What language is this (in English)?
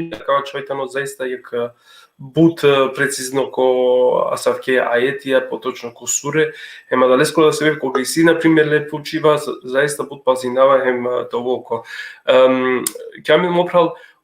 Balkan Romani